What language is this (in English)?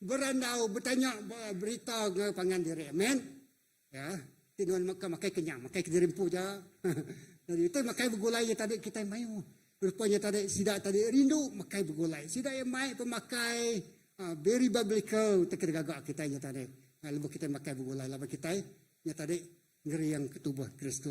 Iban